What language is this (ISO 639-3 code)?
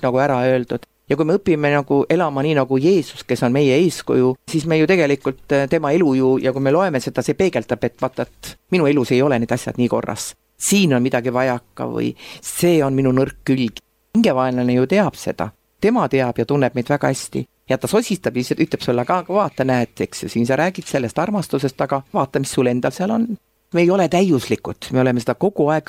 est